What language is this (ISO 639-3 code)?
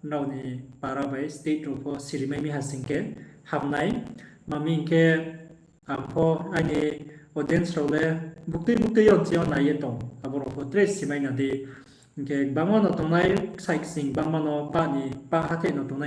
ria